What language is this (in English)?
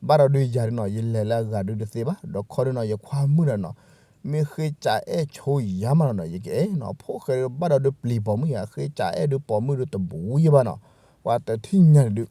S'gaw Karen